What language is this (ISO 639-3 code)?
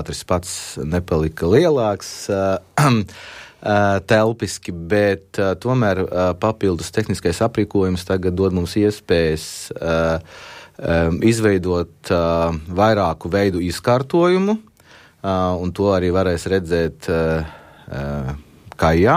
lav